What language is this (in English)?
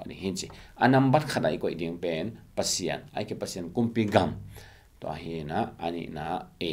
Tedim Chin